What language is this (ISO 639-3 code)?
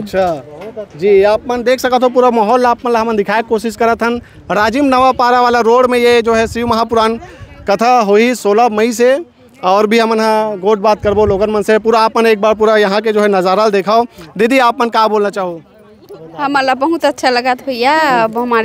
hne